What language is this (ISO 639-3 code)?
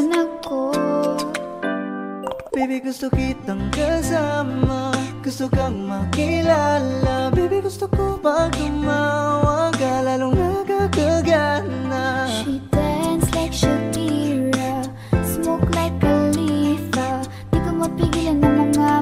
fil